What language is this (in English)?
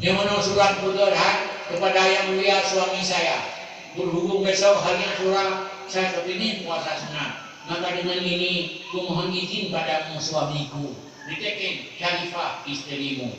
Achinese